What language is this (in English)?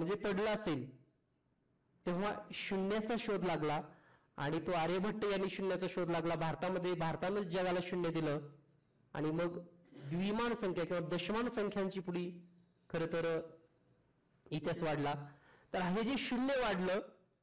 Marathi